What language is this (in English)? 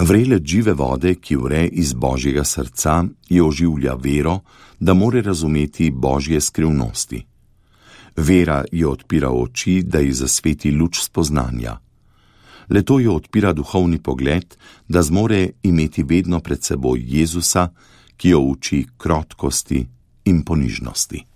Slovenian